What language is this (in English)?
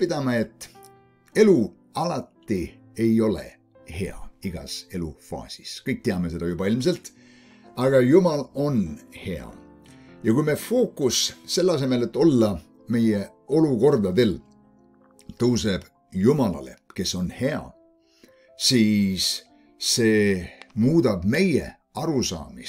Estonian